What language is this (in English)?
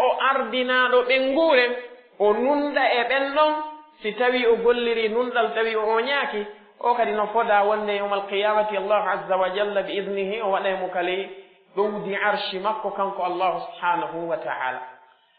Pular